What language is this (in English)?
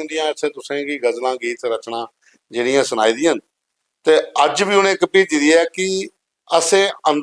Dogri